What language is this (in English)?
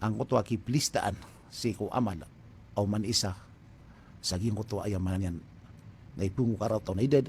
Maranao